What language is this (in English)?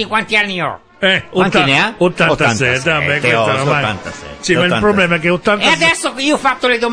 Italian